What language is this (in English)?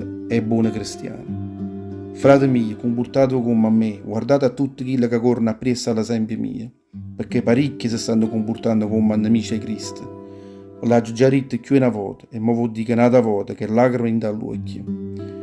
Neapolitan